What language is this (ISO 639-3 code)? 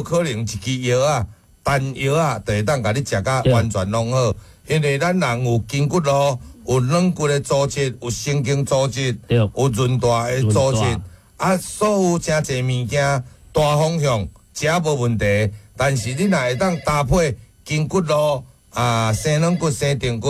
nan